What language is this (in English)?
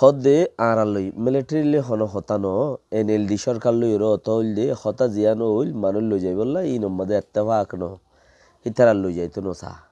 Rohingya